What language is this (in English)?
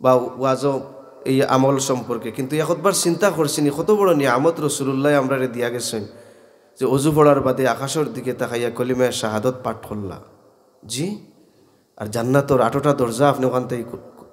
Sylheti